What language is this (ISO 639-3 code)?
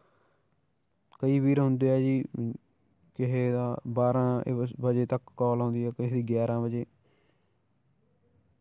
pan